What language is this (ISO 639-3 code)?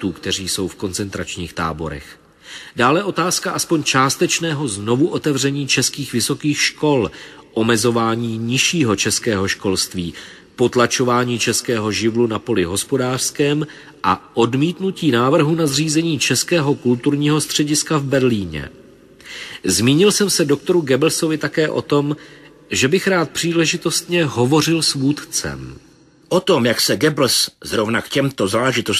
ces